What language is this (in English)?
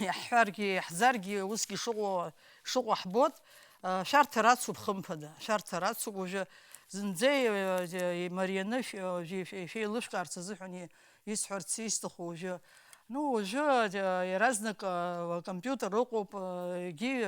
Abkhazian